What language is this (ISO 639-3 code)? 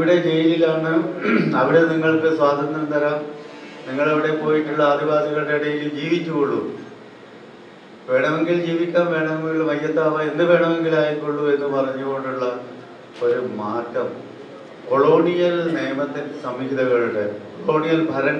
mal